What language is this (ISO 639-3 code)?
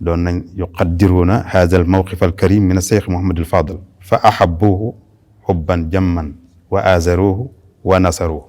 wol